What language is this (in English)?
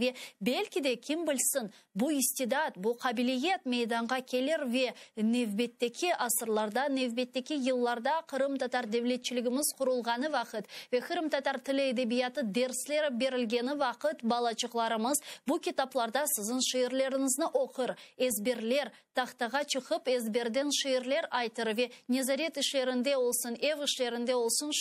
Crimean Tatar